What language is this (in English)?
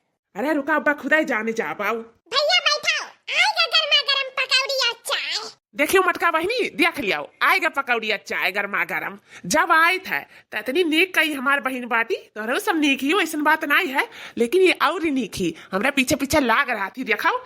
Awadhi